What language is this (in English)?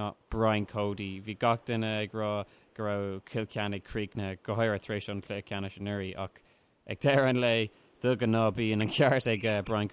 Irish